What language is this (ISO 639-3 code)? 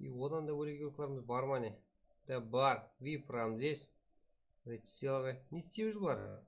kaa